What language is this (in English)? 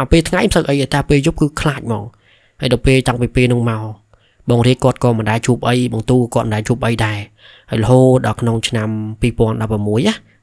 Khmer